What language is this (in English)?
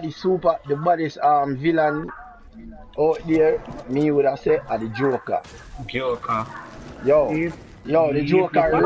Jamaican Creole English